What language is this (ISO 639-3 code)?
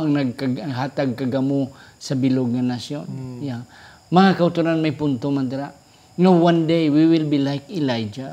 hil